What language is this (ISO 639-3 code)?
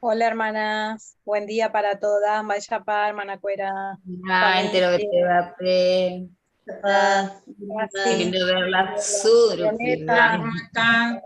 grn